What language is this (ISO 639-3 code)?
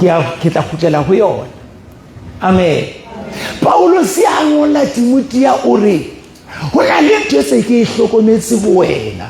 sot